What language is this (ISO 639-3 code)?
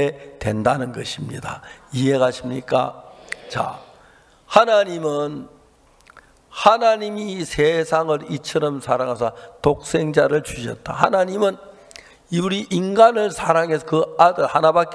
kor